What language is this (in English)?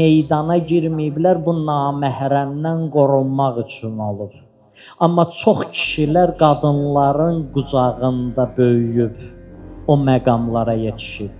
Azerbaijani